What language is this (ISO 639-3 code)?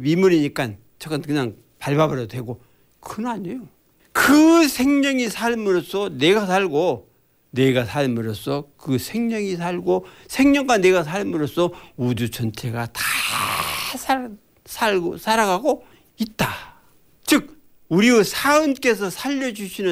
kor